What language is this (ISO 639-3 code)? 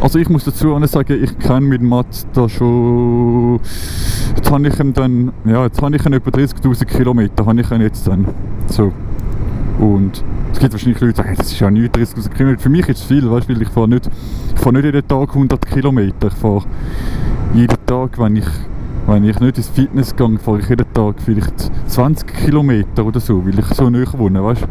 gsw